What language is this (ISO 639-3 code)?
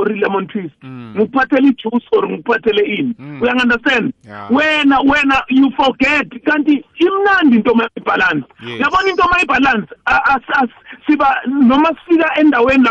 nbl